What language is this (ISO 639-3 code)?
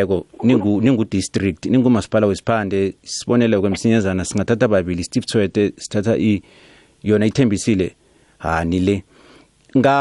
nbl